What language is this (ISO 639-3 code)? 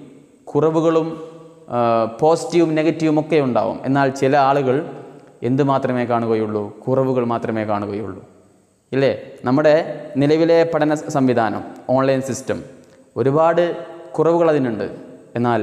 mal